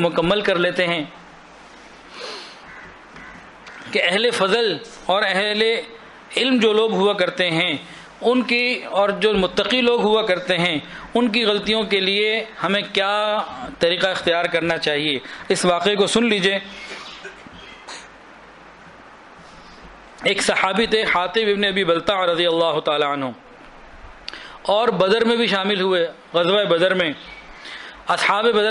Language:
Urdu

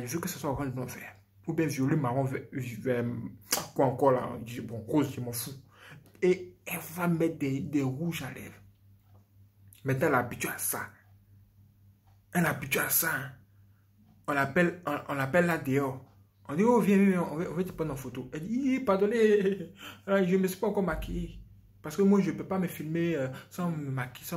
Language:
French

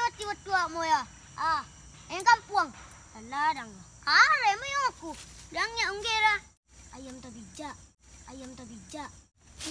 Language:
Minangkabau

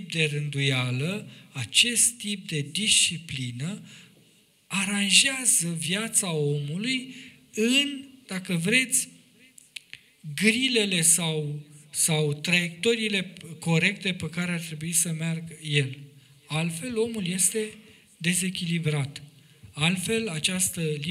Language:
Romanian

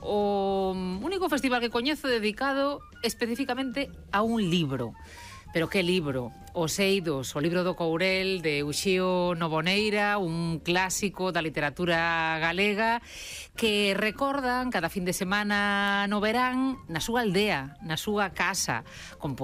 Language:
Galician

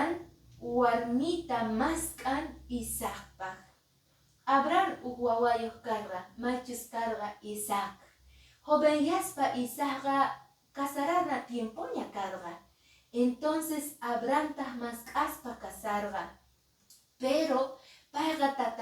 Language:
Quechua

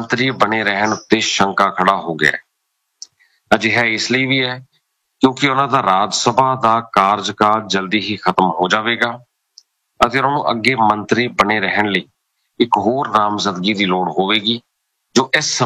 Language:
Punjabi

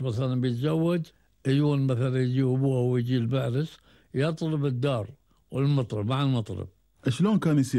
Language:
Gulf Arabic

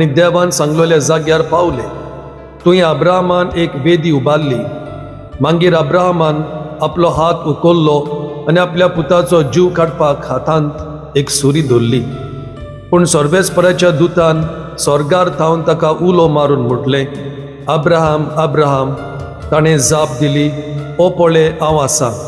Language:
Konkani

